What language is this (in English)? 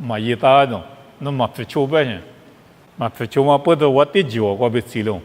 Lisu